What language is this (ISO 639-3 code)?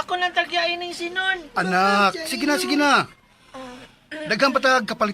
ceb